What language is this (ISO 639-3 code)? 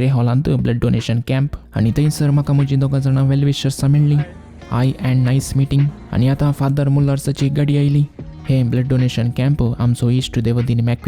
kok